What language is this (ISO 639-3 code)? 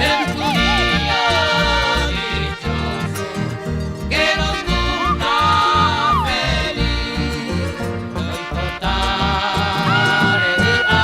grn